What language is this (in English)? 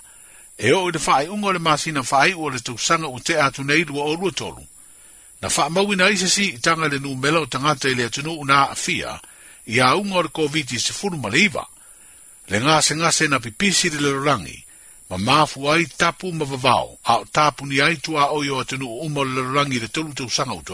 Samoan